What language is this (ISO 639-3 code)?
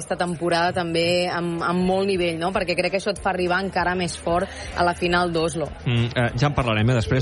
cat